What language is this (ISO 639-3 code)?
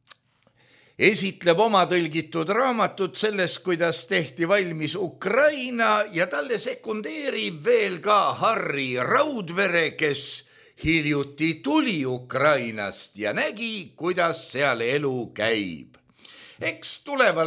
est